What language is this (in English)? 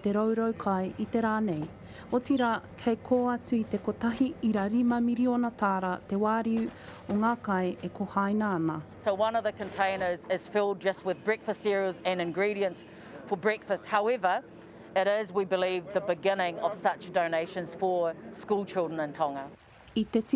Māori